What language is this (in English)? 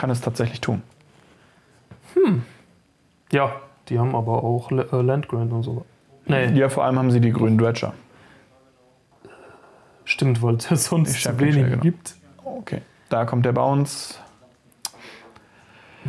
German